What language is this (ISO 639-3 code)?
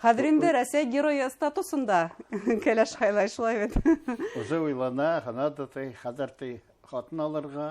bak